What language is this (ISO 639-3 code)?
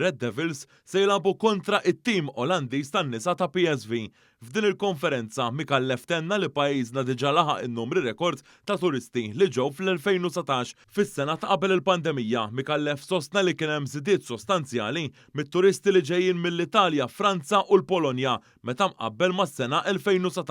mlt